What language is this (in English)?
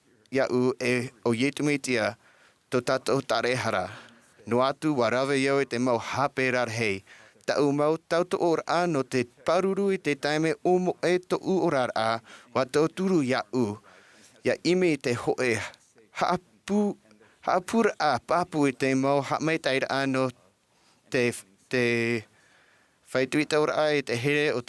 Tahitian